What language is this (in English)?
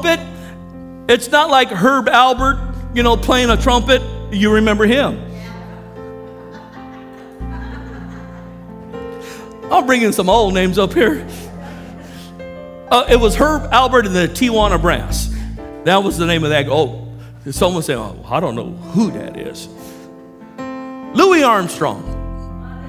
English